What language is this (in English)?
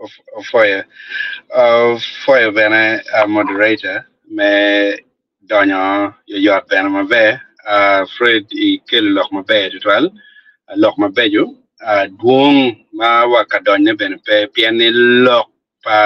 Acoli